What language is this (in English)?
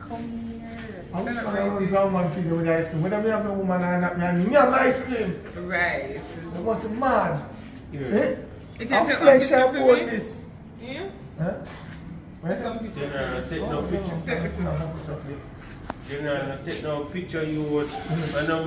Jamaican Creole English